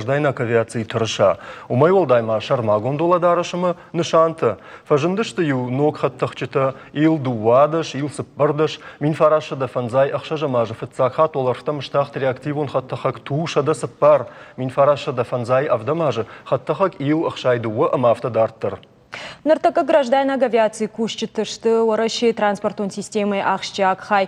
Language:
Ossetic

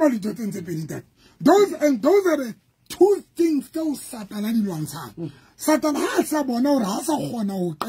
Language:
Southern Sotho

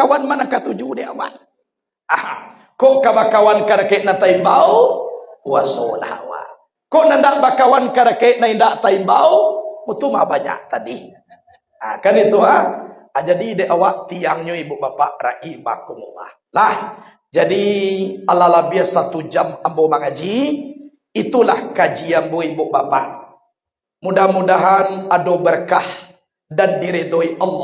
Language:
Minangkabau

